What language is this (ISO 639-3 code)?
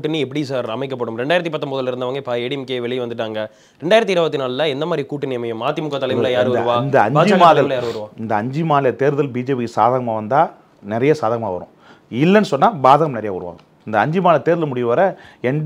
tam